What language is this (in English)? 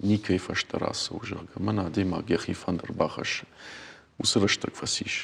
Ossetic